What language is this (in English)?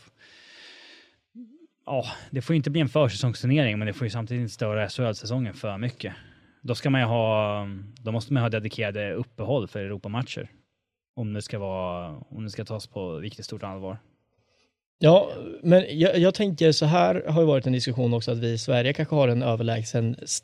Swedish